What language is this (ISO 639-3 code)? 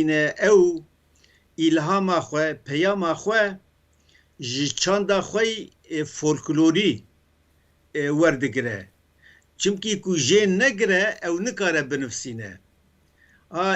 kur